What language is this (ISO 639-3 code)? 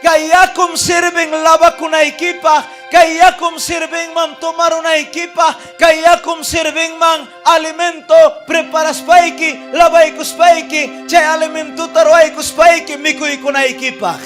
quy